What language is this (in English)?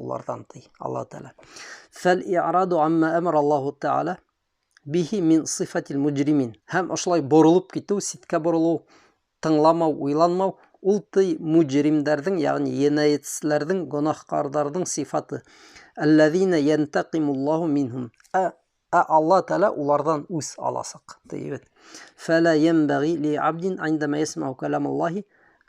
Bashkir